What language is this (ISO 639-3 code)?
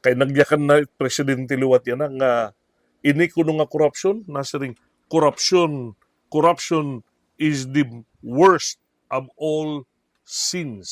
war